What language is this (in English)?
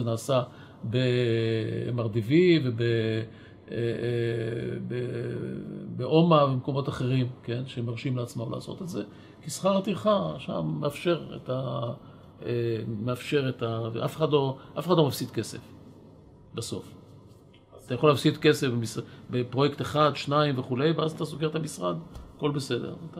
Hebrew